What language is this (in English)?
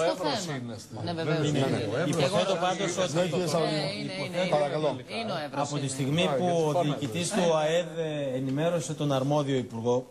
Greek